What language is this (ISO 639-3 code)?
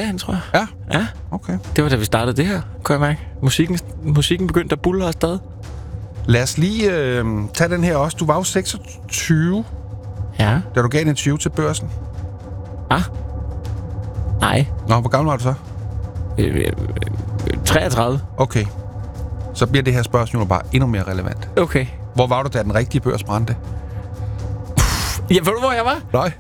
dan